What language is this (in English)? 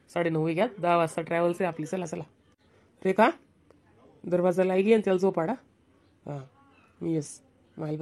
Khandesi